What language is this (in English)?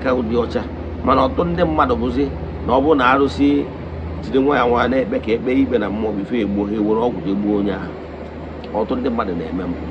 Igbo